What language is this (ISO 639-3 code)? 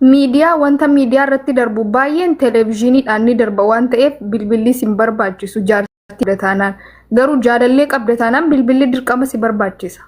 orm